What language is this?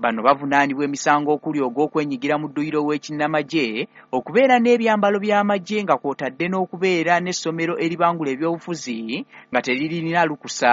Ganda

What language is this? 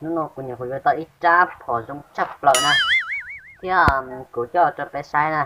Hmong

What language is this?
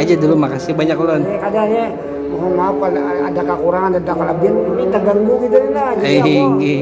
Banjar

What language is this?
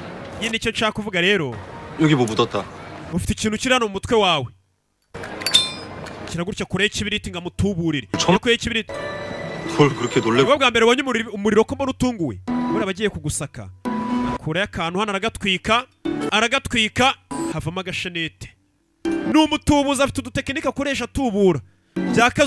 Kinyarwanda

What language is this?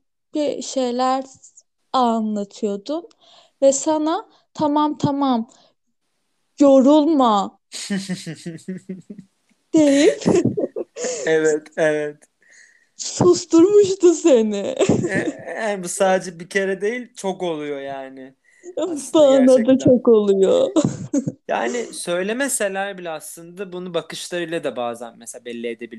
Turkish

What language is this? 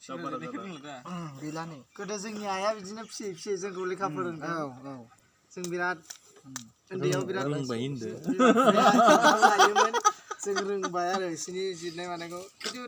Bodo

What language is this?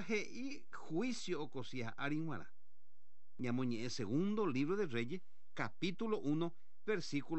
Guarani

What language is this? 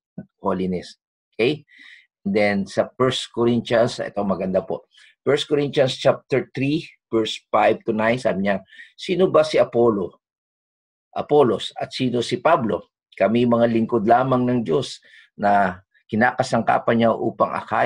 Filipino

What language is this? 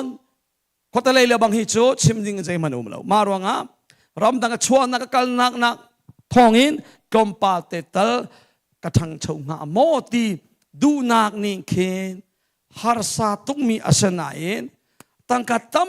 Hakha Chin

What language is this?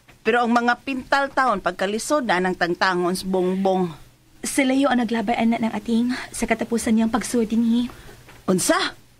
Cebuano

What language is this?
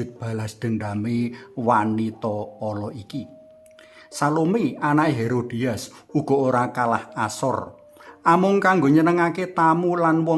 Javanese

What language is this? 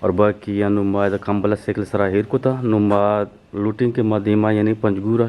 Eastern Balochi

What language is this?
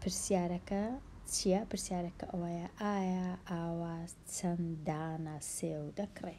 Central Kurdish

